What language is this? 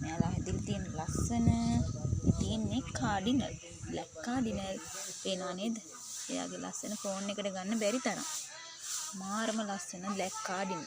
Sinhala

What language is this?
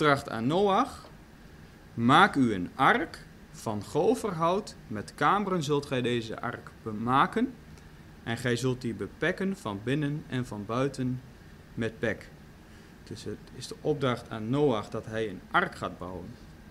Dutch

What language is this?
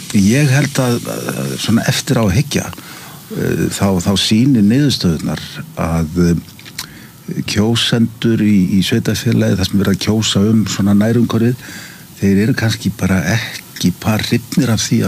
Icelandic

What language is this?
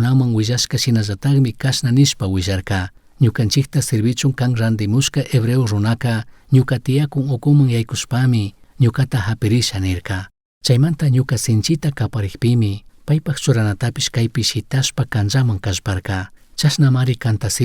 Chimborazo Highland Quichua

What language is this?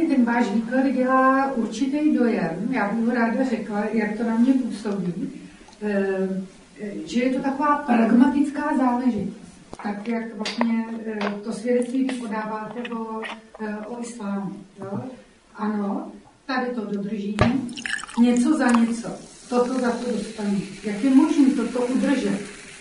Czech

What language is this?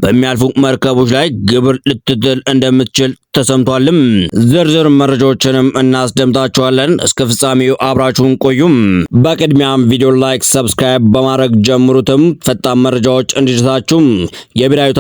Amharic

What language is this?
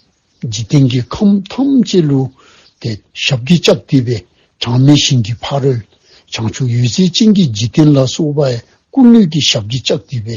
Dzongkha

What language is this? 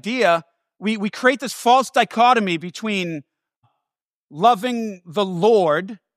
English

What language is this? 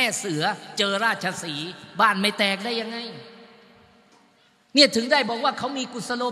Thai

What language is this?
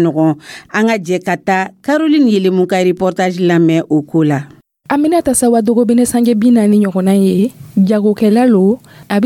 Dyula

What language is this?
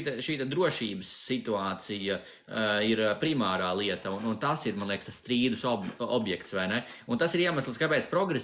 Latvian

